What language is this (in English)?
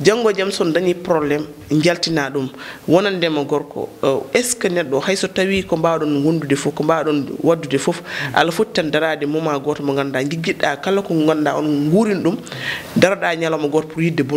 Fula